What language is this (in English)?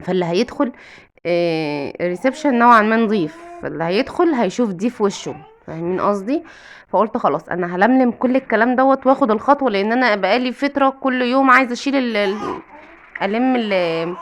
Egyptian Arabic